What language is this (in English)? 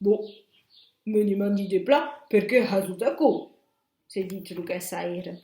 Occitan